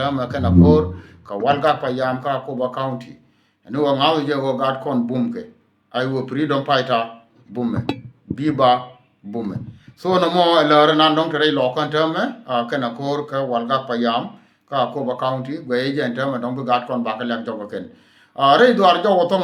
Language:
Nuer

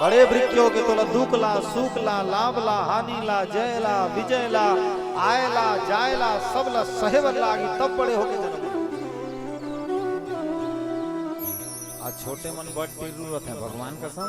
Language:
Chhattisgarhi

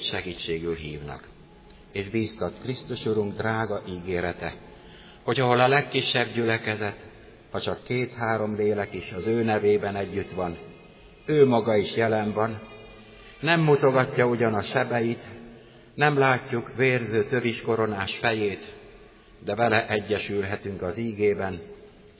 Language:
Hungarian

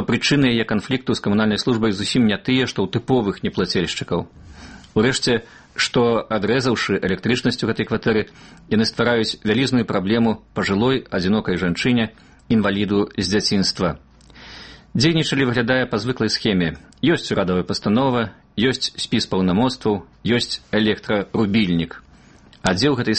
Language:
Belarusian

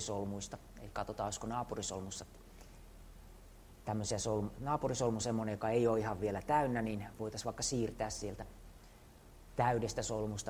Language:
Finnish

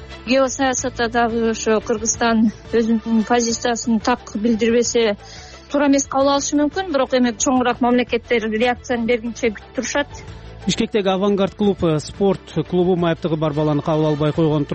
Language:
Kyrgyz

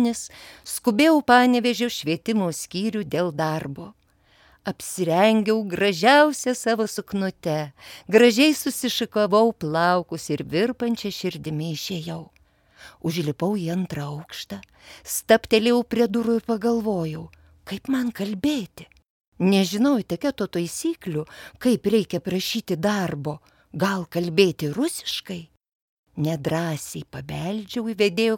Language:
Lithuanian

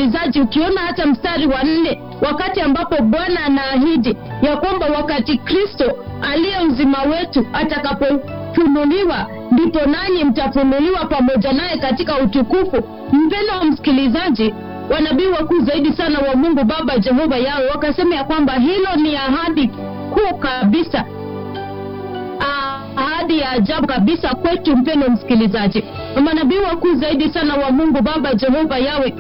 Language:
Swahili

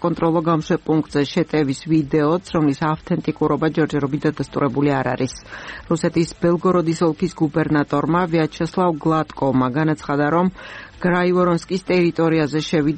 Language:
Georgian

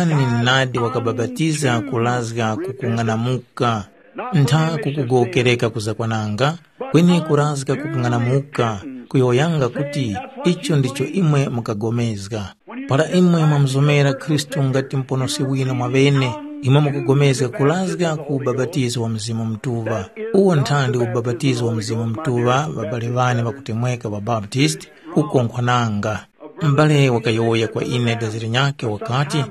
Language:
Tumbuka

